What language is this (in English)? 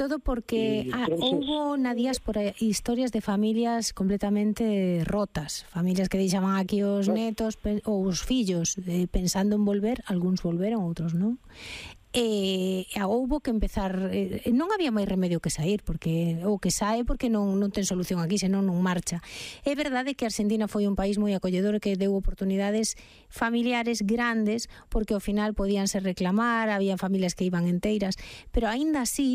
Galician